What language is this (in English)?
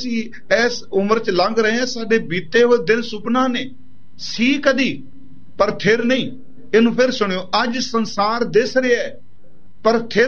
Punjabi